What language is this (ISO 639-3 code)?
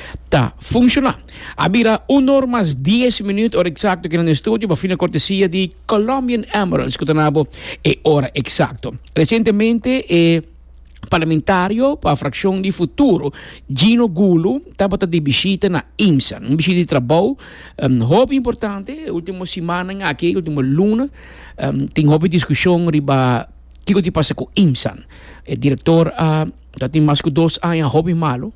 pap